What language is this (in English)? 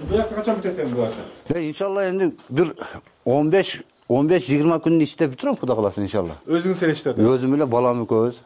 Kyrgyz